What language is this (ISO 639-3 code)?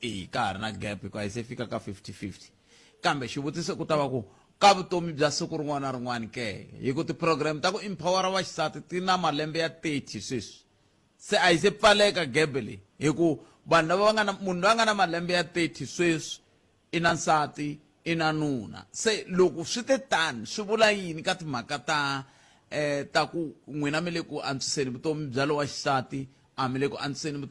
tso